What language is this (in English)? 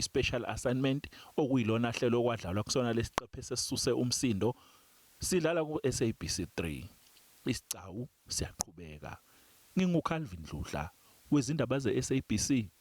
Zulu